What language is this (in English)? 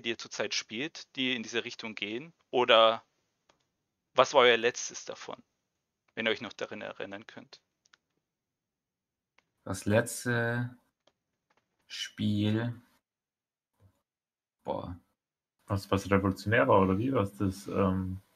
German